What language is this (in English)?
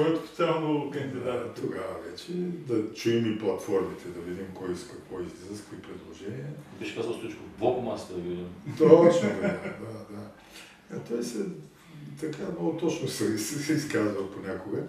Bulgarian